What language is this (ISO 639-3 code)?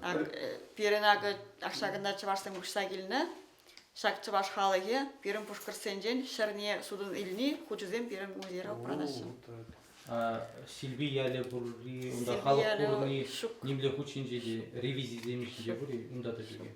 chv